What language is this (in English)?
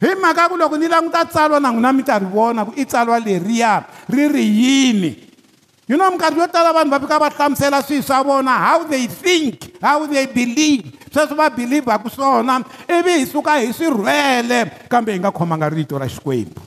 Tsonga